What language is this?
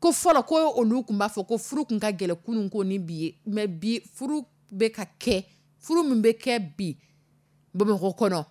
Dyula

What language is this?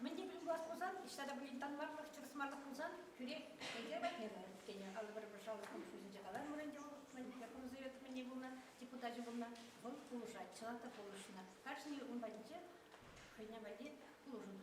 Chuvash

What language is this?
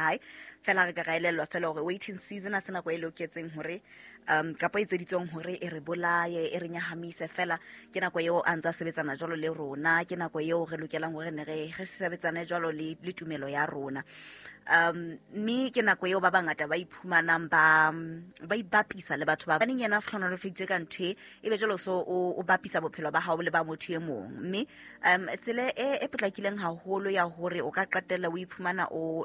Southern Sotho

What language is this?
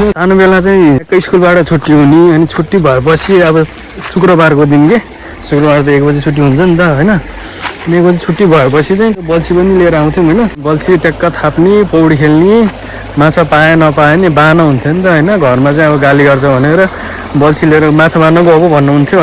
Nepali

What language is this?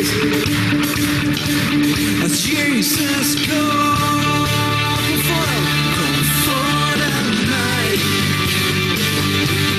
Afrikaans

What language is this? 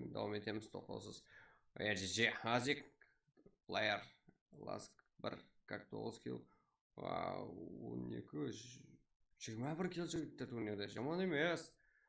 Kara-Kalpak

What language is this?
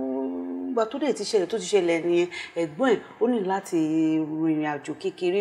Yoruba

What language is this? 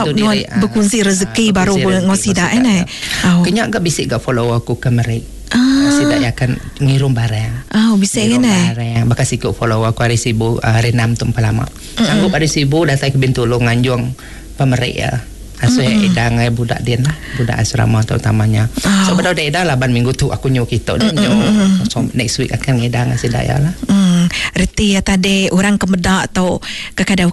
Iban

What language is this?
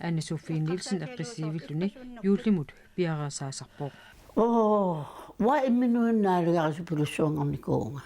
Kalaallisut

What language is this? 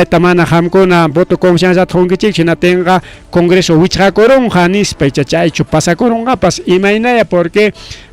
Ayacucho Quechua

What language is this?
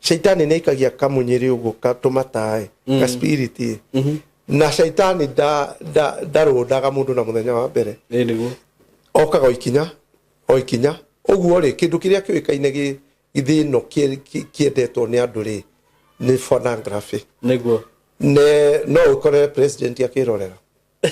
Kikuyu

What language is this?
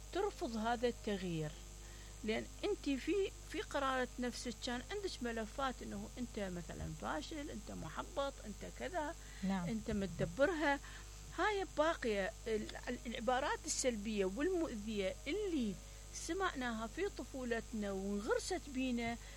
Mesopotamian Arabic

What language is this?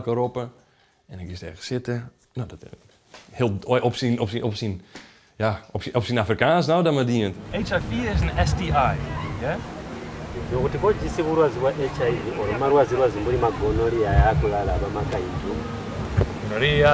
Western Frisian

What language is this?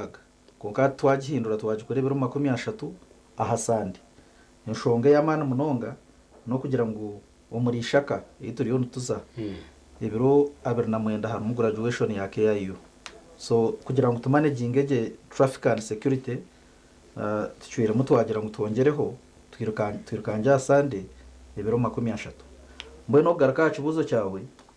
Nyankole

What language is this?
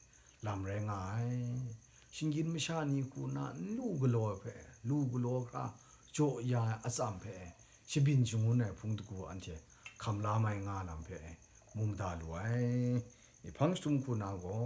Kachin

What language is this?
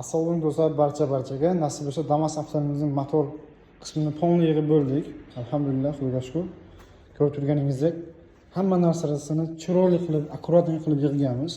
Uzbek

